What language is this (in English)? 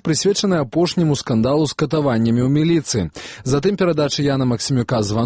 Belarusian